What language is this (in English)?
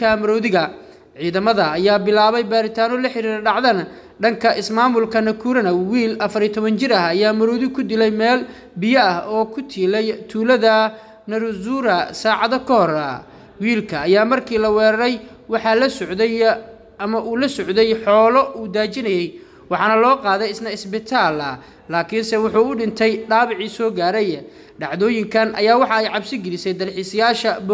Somali